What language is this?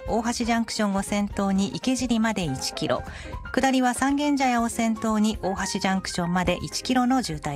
Japanese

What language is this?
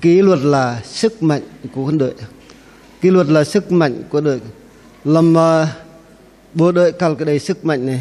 Bahnar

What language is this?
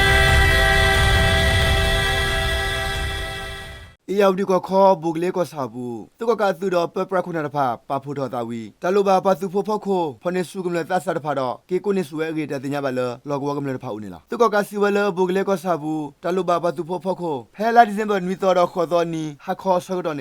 S'gaw Karen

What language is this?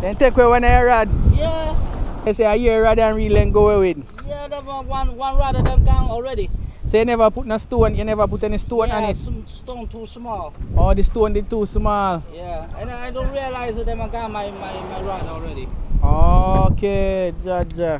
Jamaican Creole English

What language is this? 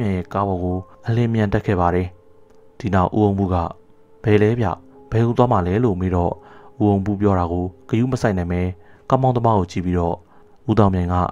Burmese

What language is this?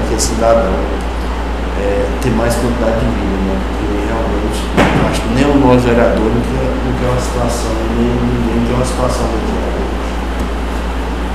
Portuguese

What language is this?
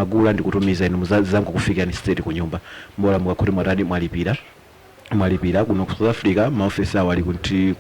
Nyanja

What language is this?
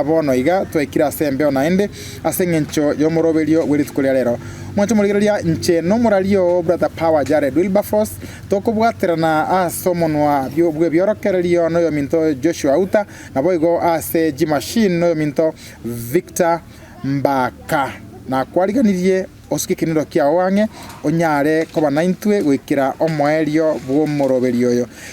Gusii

